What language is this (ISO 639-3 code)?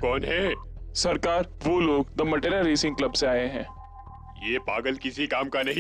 hin